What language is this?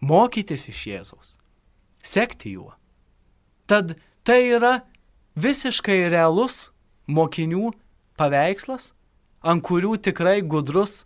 Lithuanian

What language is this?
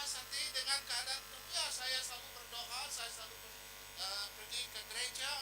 Iban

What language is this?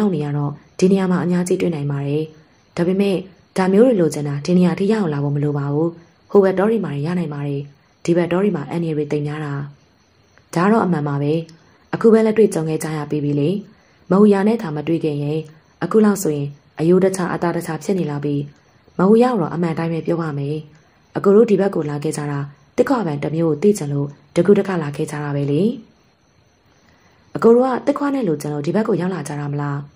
Burmese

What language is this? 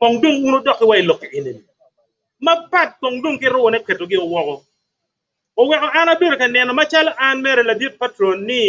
Acoli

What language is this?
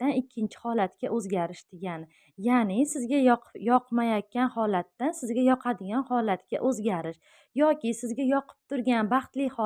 Uzbek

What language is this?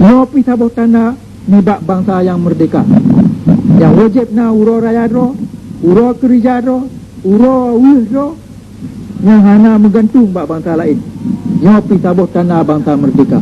Achinese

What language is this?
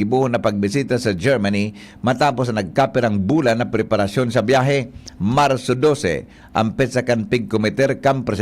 Bikol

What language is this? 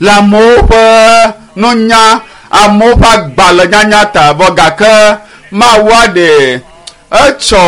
Ewe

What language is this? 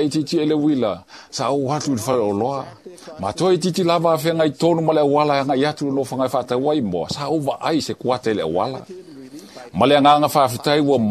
Samoan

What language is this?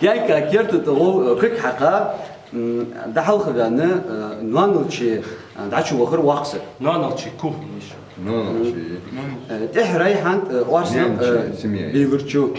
Ingush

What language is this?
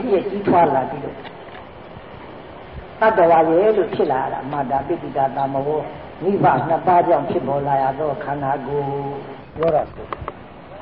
Burmese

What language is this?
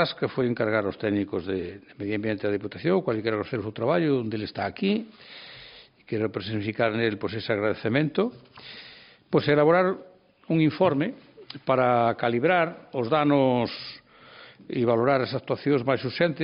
Galician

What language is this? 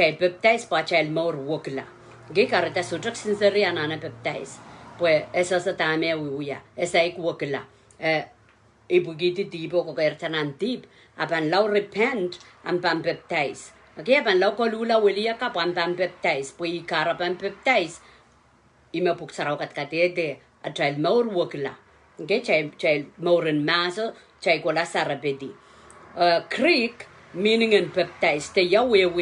Pohnpeian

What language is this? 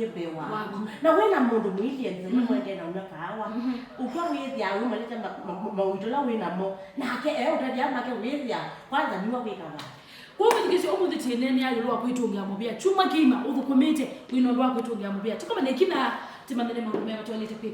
Kamba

